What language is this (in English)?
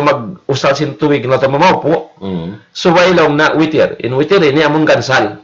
Tausug